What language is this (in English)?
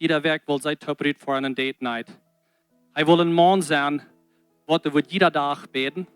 Plautdietsch